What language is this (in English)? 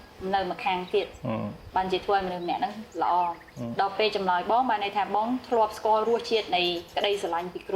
Khmer